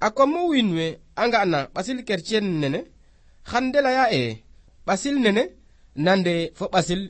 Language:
Serer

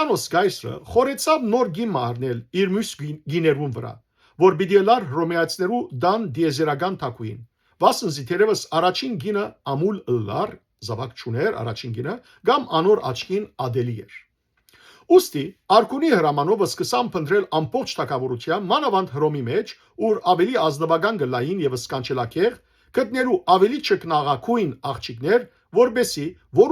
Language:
Western Armenian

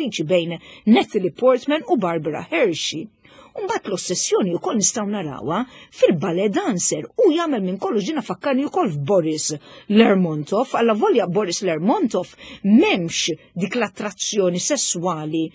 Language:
Maltese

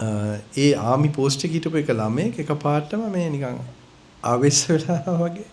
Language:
Sinhala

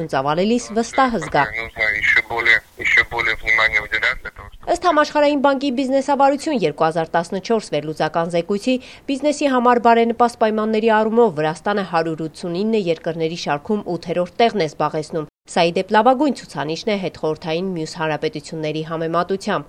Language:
Armenian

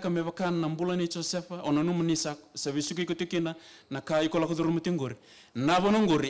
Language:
Fijian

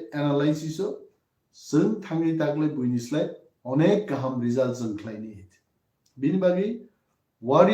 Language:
Kok Borok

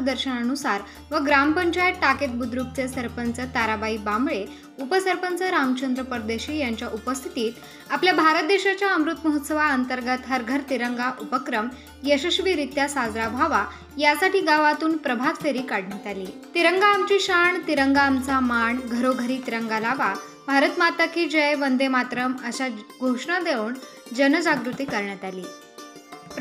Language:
Marathi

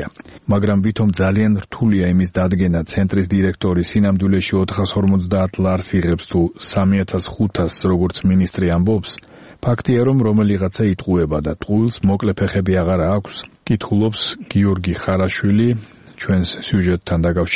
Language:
Georgian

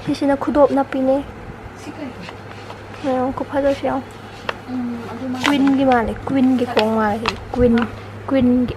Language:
Manipuri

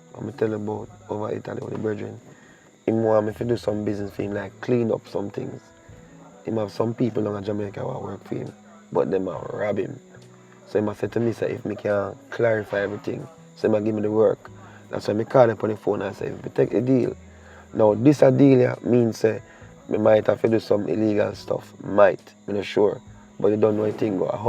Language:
Jamaican Creole English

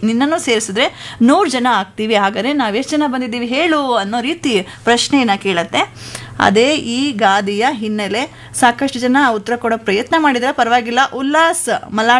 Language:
Kannada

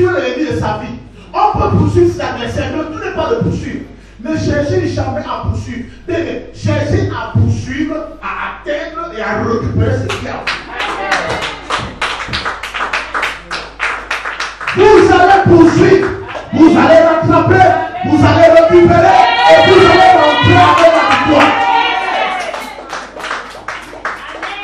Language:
French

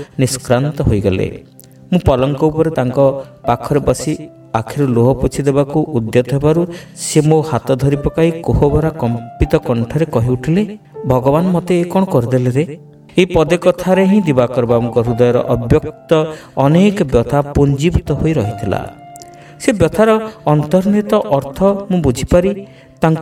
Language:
Odia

